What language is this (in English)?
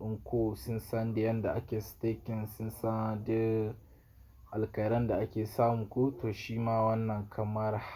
Hausa